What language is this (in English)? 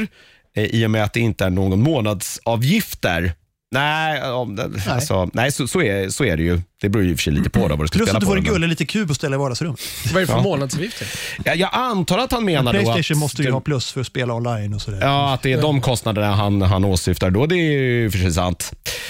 Swedish